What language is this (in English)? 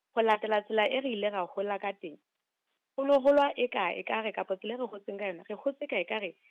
Southern Sotho